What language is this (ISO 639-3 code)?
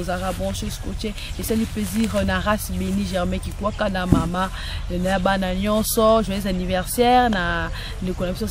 lin